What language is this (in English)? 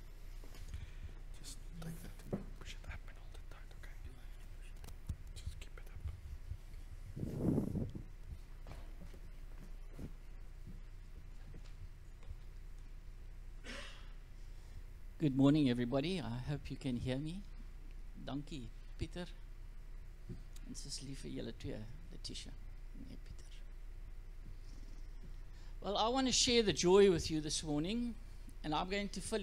Afrikaans